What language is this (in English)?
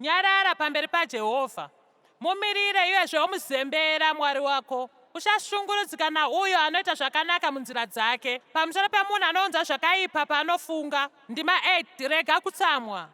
Shona